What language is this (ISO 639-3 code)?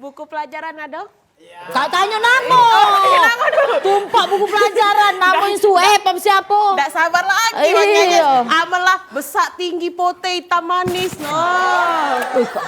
mui